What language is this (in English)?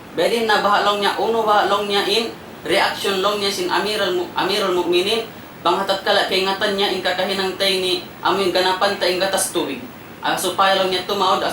Tausug